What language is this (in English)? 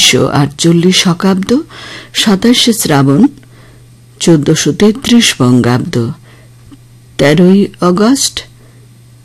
Bangla